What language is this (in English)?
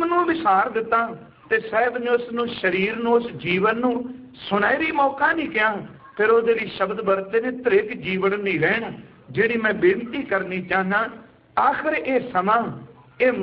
Punjabi